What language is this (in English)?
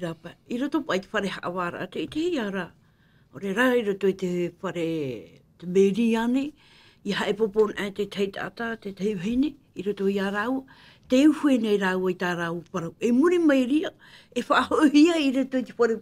Tahitian